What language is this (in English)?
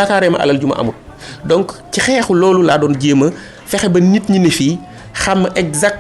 Wolof